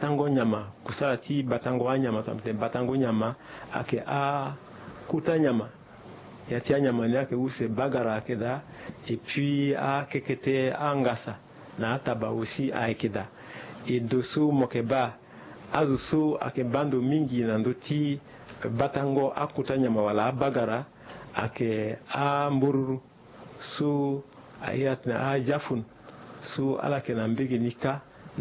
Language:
Sango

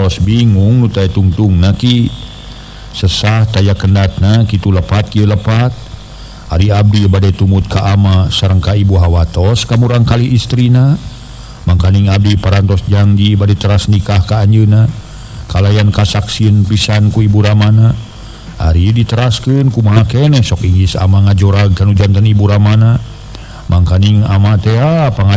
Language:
Sundanese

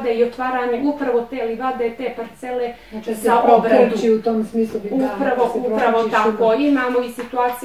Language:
Croatian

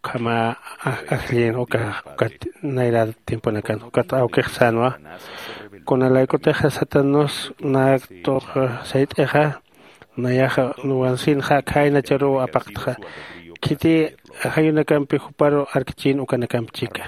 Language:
Aymara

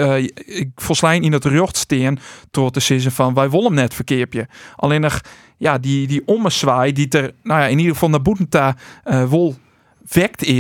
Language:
Western Frisian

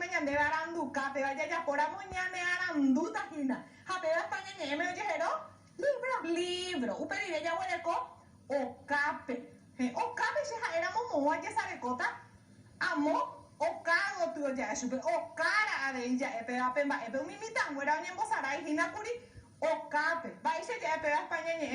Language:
Guarani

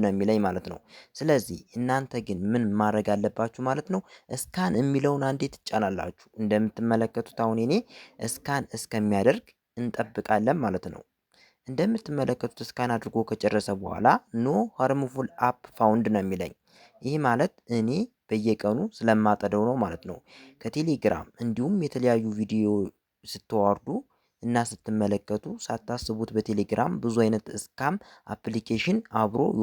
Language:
Amharic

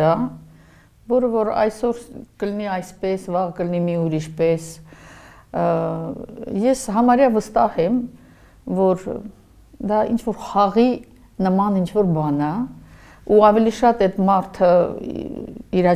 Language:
Armenian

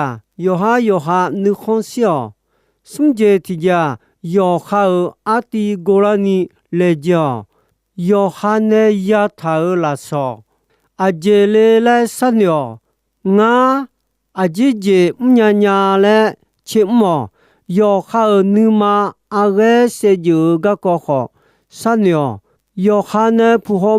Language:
Akha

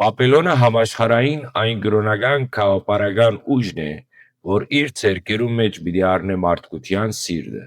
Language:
Western Armenian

